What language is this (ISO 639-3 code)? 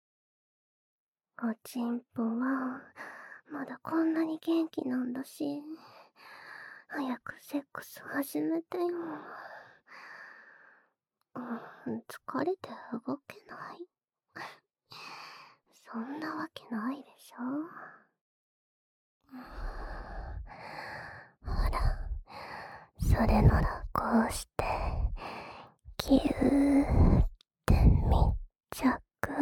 jpn